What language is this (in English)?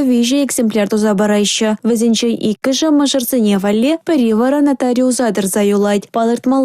Chuvash